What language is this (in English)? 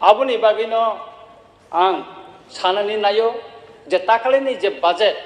Kok Borok